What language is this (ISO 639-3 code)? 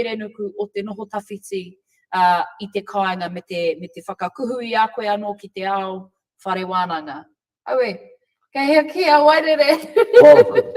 mri